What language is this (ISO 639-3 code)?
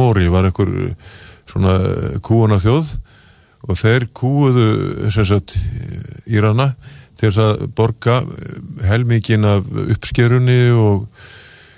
isl